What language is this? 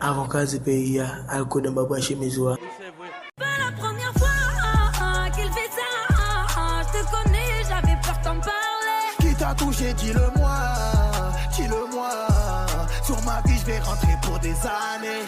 Haitian Creole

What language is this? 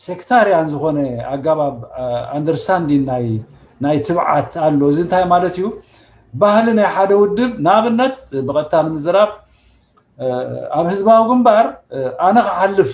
Tigrinya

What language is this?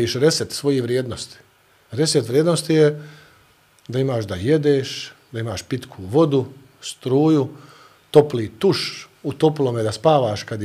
Bosnian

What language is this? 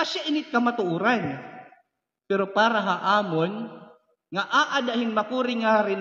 Waray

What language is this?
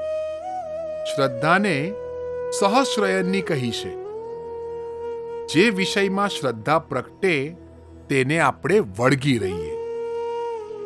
Gujarati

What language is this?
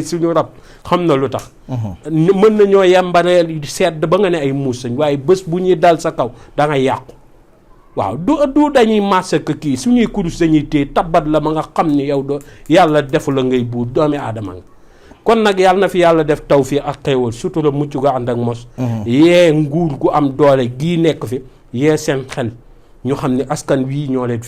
Wolof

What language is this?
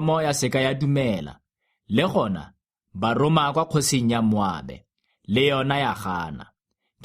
Tswana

